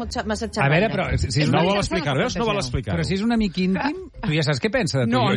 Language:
Catalan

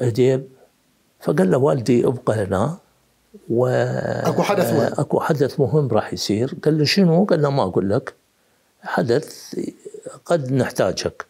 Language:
Mesopotamian Arabic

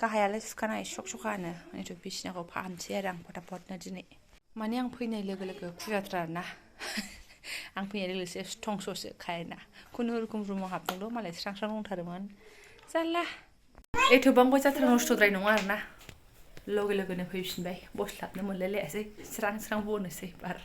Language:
Bodo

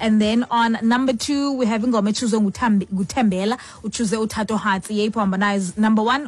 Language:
Xhosa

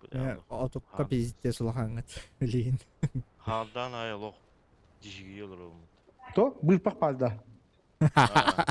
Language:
Yakut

